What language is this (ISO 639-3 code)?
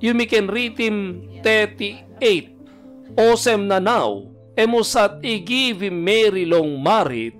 tpi